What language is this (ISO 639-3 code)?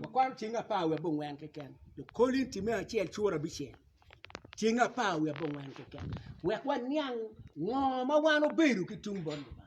ach